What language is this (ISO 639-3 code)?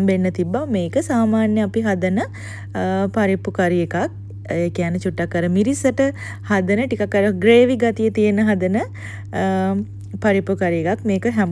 sin